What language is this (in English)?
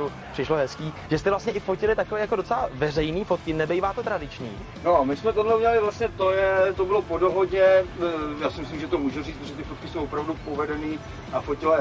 Czech